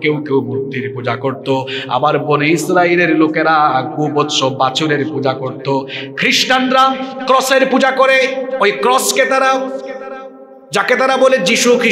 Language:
Bangla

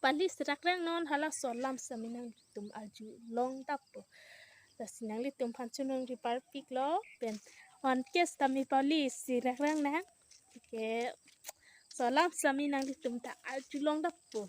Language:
Karbi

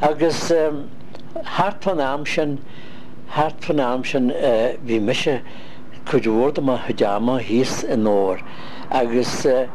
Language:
Irish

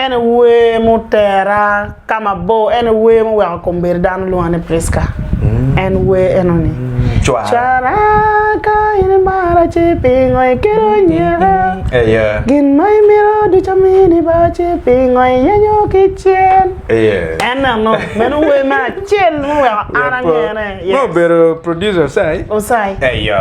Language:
Acoli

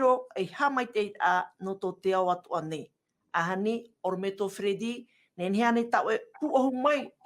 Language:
Tahitian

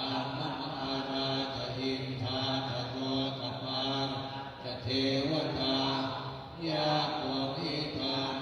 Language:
Pali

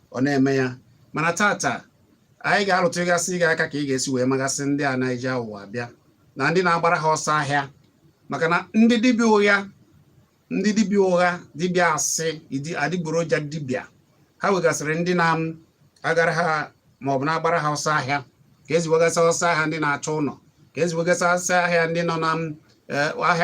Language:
Igbo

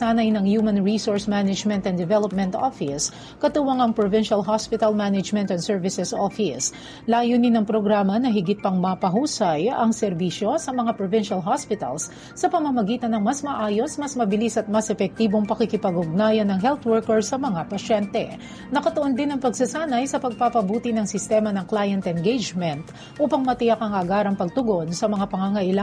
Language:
Filipino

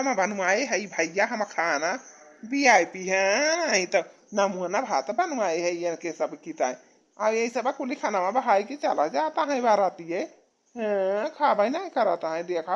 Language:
Awadhi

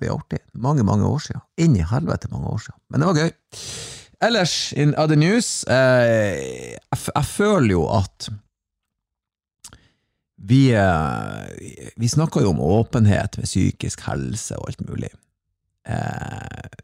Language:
Norwegian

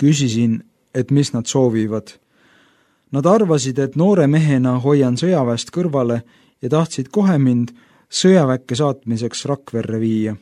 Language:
Estonian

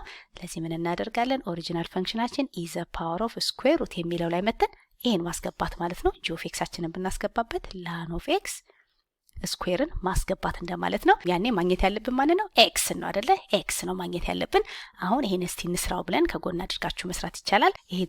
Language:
Amharic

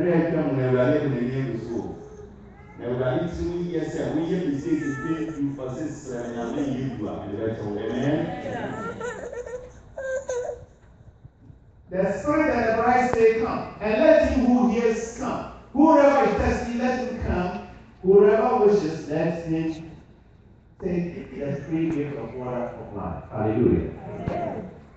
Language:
English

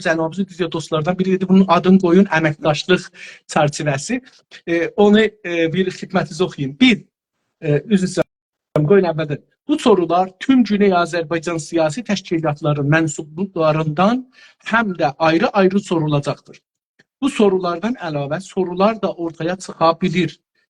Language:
South Azerbaijani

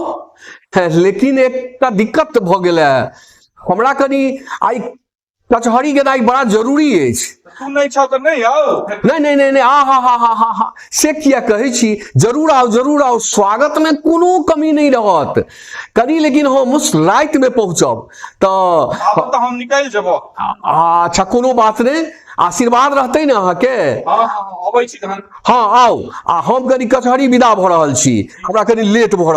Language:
Maithili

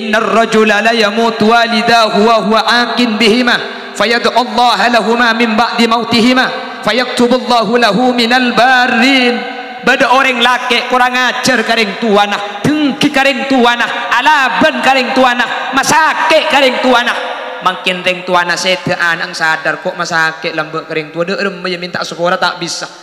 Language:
Madurese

